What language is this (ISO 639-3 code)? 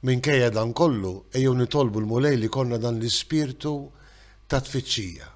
mlt